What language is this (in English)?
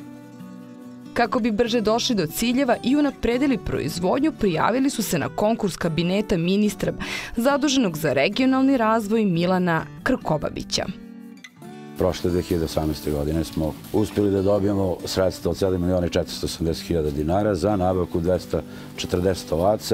Serbian